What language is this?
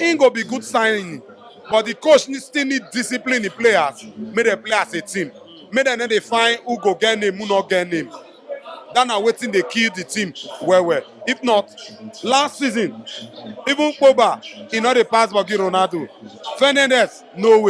Nigerian Pidgin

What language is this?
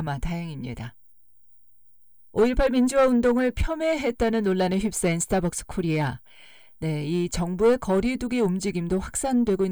Korean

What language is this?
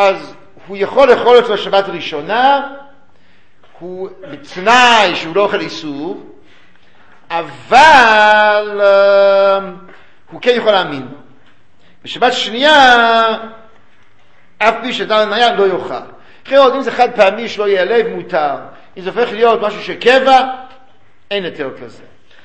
Hebrew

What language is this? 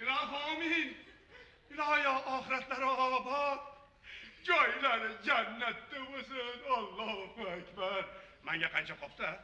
Uzbek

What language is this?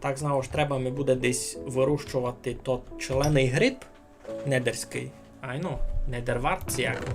Rusyn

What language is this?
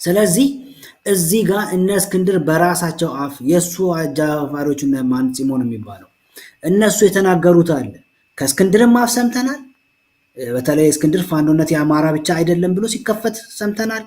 Amharic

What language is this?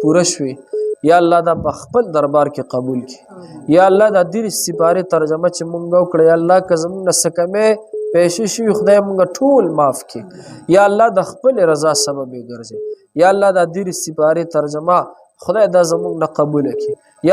Pashto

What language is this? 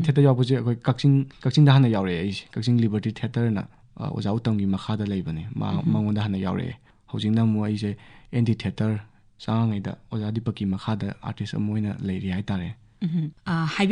Manipuri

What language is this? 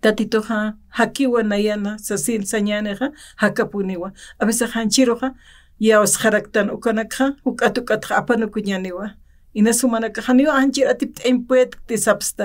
Aymara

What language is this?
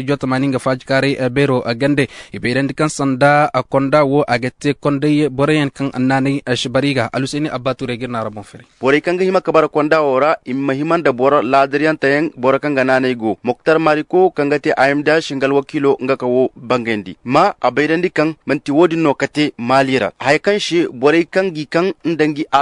Zarma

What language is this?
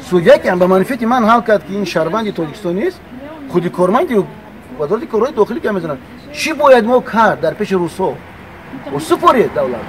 Tajik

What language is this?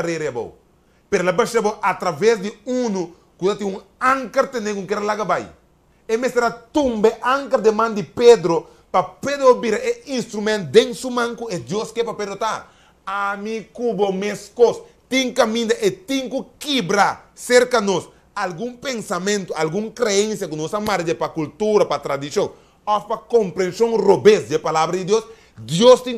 Papiamento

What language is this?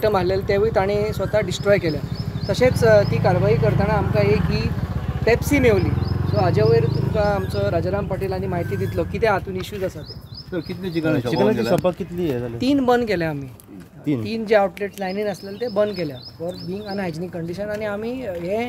Konkani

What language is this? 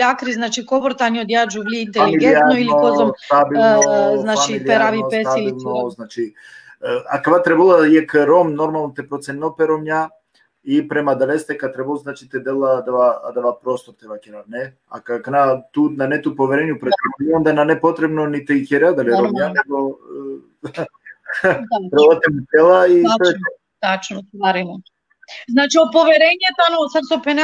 Balkan Romani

